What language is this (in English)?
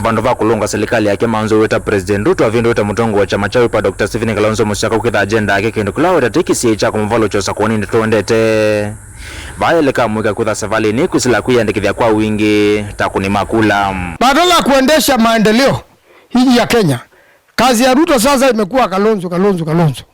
Kamba